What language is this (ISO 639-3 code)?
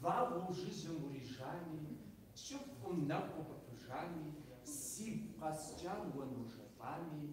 kbd